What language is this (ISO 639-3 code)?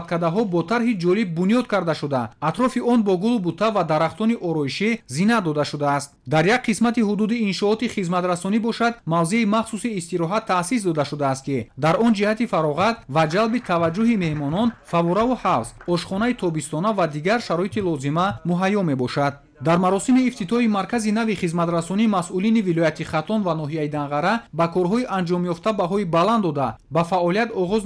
tgk